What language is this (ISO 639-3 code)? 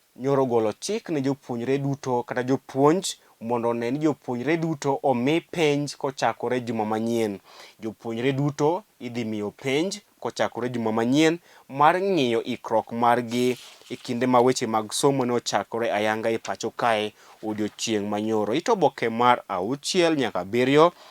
luo